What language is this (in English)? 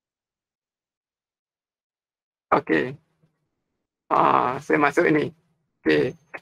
Malay